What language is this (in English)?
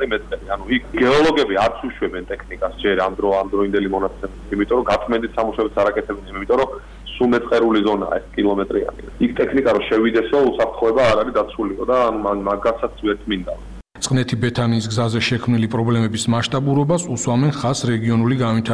Georgian